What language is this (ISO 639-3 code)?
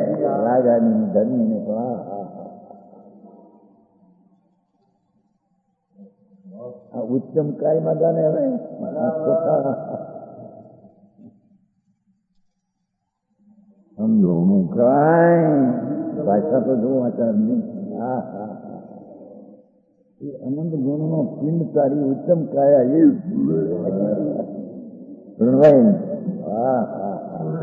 guj